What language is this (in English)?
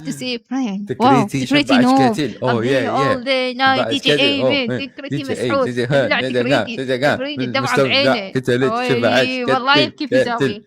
Mesopotamian Arabic